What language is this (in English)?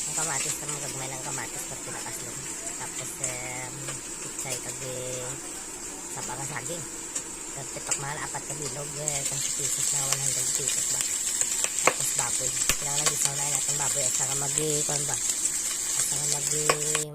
Hiligaynon